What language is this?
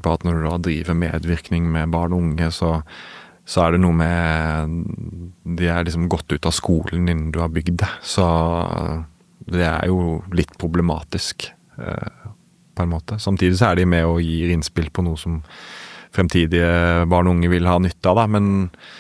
Norwegian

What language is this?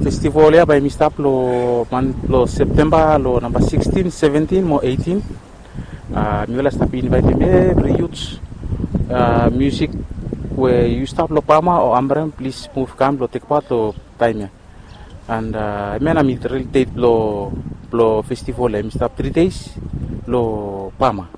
Bislama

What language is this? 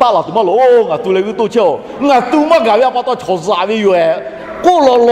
Lahu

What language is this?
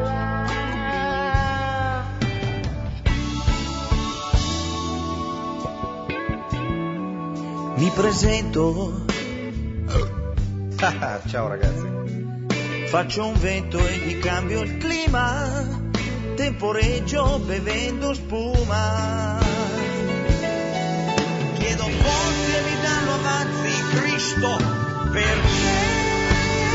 Italian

